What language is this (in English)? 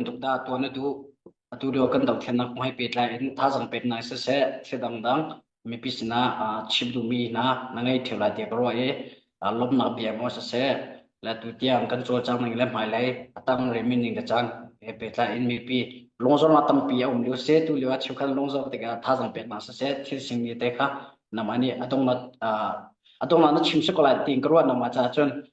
Hakha Chin